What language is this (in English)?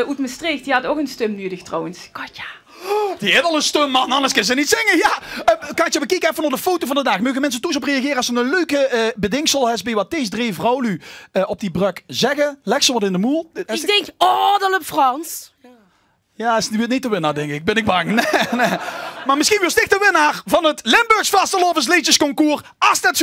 Limburgish